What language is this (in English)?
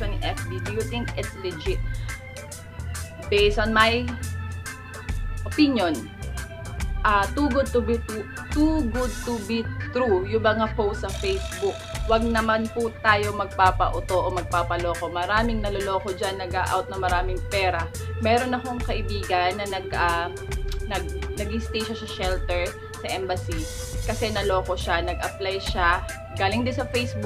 Filipino